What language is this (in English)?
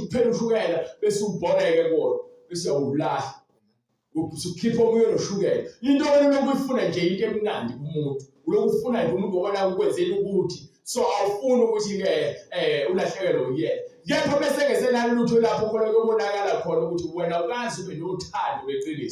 Zulu